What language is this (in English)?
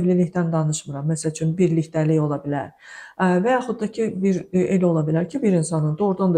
Azerbaijani